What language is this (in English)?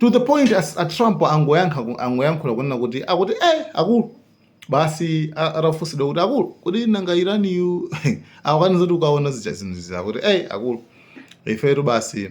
Nyanja